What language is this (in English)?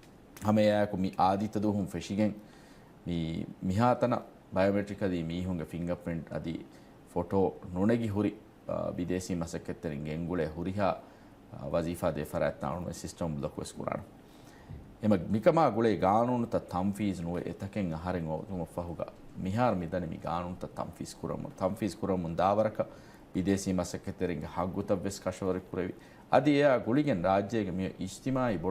Divehi